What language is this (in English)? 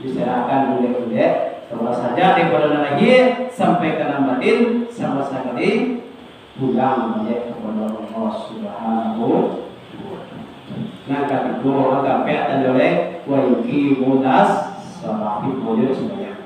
Minangkabau